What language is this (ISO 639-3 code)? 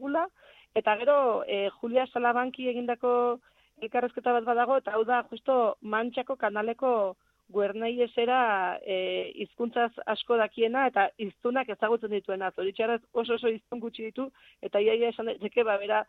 eus